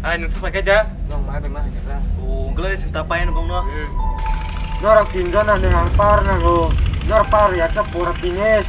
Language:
Kok Borok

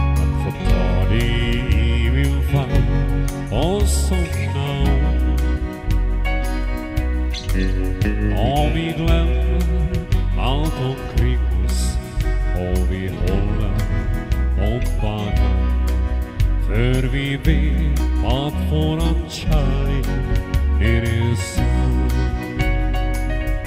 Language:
Swedish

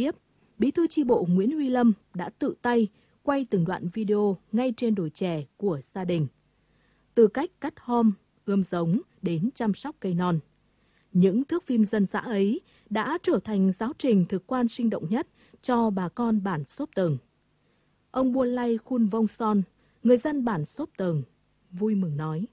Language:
Vietnamese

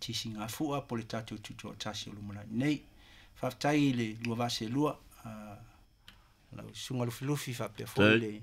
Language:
Samoan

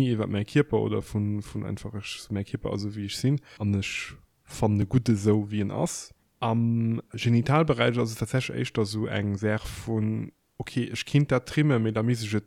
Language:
Luxembourgish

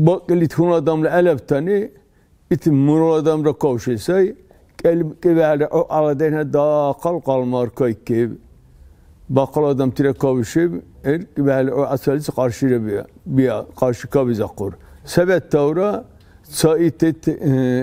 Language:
Dargwa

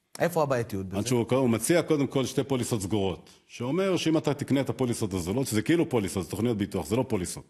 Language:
Hebrew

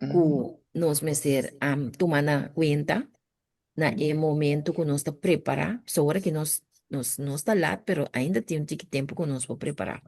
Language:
Papiamento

